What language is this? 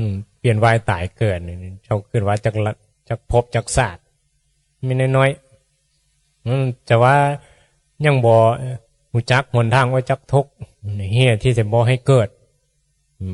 Northeastern Thai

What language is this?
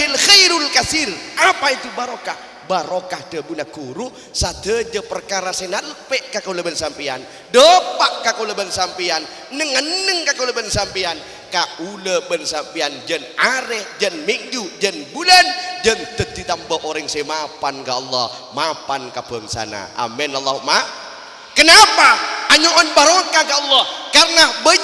Madurese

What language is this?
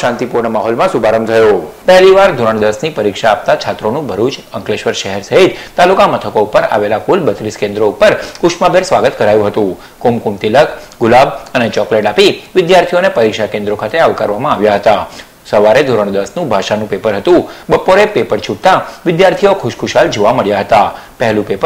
Gujarati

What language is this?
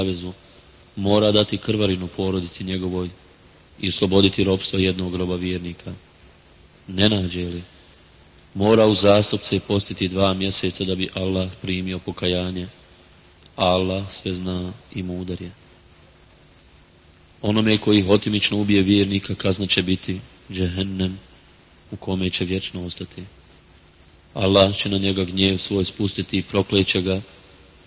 Bosnian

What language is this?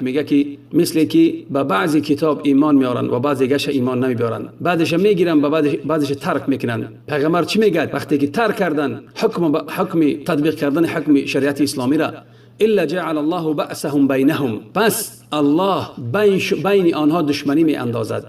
Tajik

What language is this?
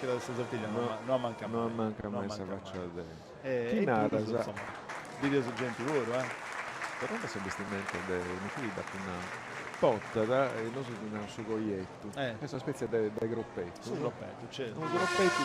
Sardinian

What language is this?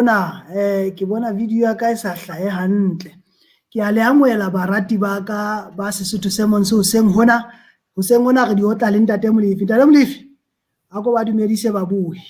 Southern Sotho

